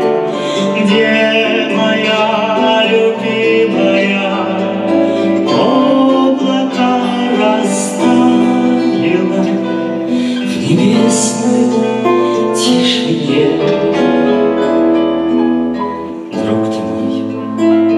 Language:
Russian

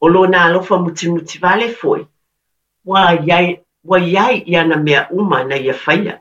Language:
Samoan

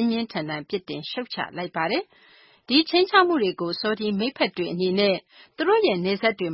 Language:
Burmese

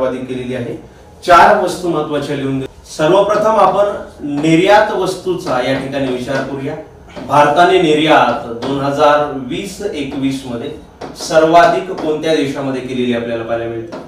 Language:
Marathi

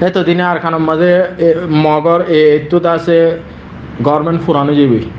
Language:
Rohingya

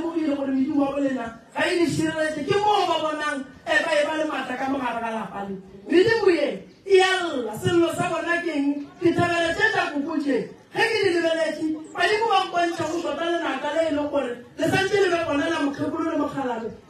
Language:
Northern Sotho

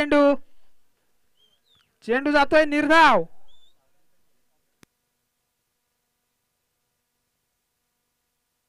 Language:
Marathi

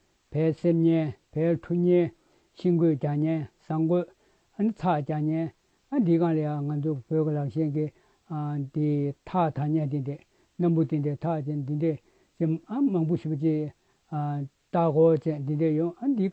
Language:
Tibetan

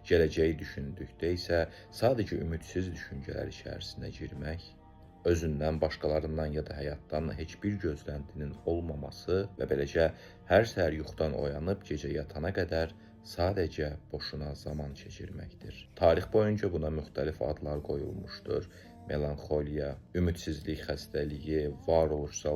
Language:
Azerbaijani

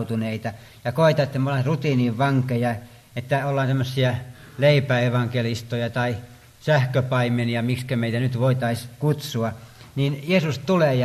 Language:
Finnish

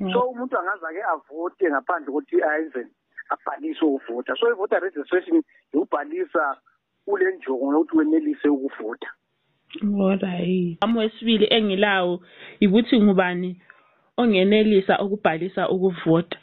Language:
North Ndebele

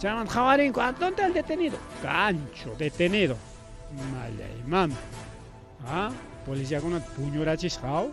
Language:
Ayacucho Quechua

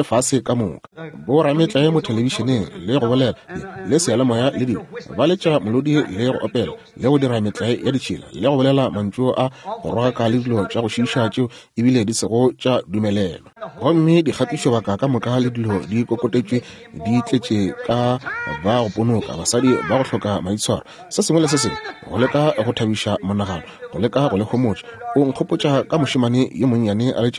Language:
Northern Sotho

